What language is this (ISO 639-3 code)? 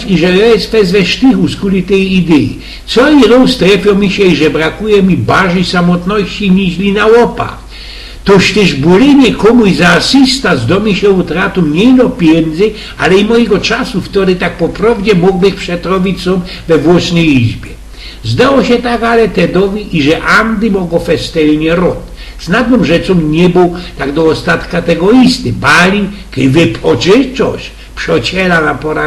szl